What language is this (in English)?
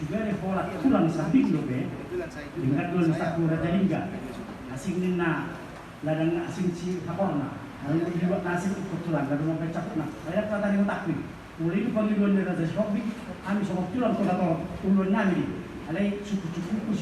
Batak Toba